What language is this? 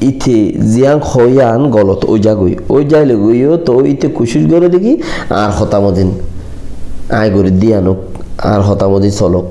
Rohingya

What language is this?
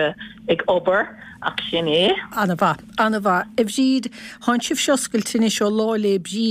Irish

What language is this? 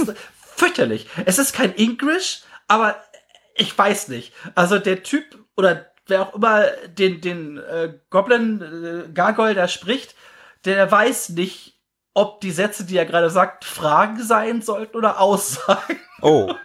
German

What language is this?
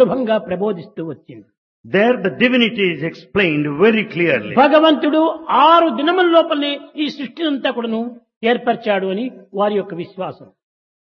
Telugu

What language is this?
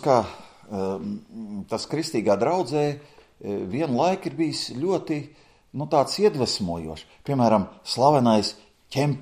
Latvian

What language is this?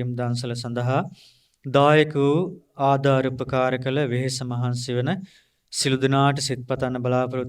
Sinhala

